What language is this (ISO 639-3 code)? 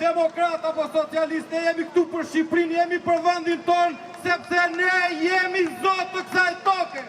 sqi